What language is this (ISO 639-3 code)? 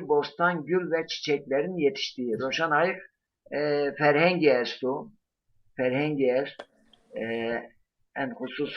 zza